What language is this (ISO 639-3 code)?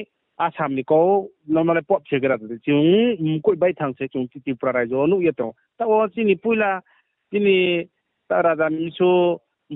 ria